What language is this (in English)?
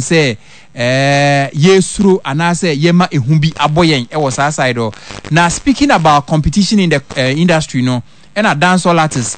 Akan